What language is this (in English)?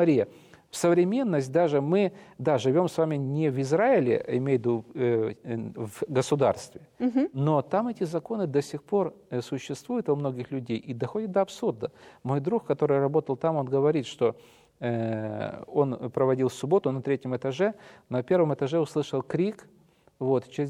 Russian